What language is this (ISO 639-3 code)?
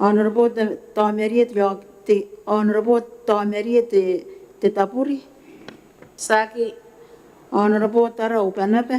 gil